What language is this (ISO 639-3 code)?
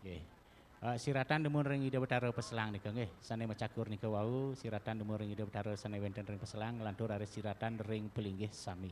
ban